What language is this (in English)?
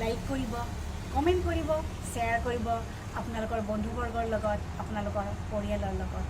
Assamese